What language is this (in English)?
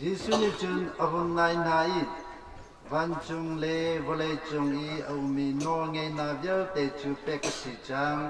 Hakha Chin